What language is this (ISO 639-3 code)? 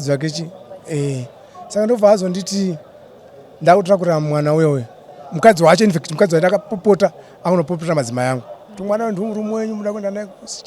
sna